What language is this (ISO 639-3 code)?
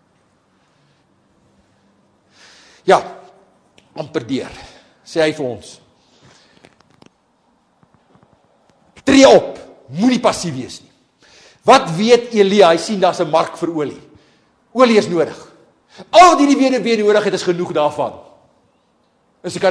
afr